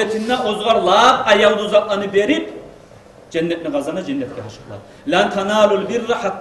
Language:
Kumyk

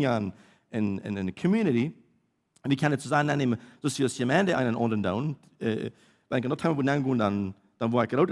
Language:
Plautdietsch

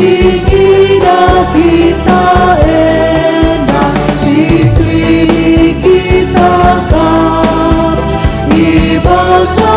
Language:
Batak Karo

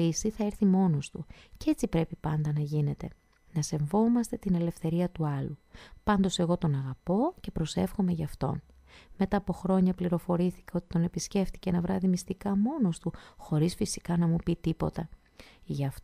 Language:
Greek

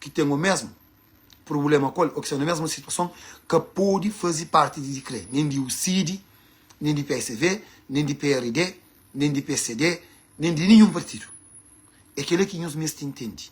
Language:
Kabuverdianu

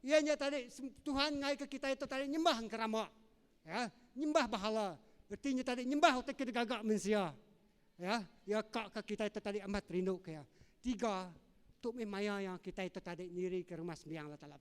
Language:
Iban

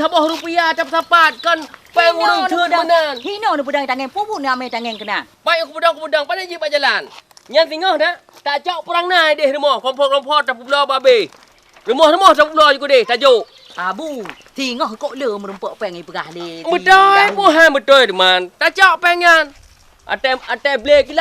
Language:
Achinese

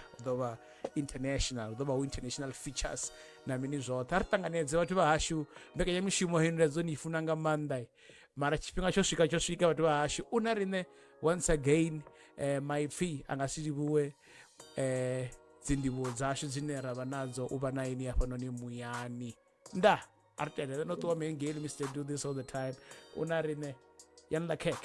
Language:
Venda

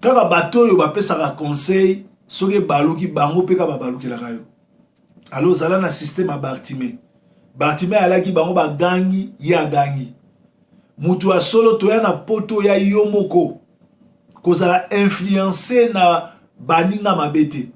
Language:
Lingala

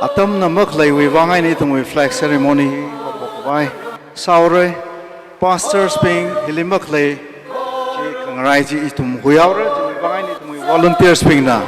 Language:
Tangkhul Naga (India)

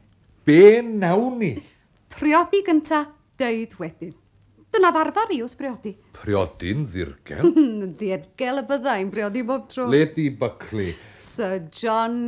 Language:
Welsh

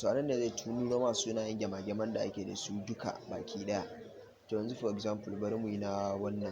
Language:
Hausa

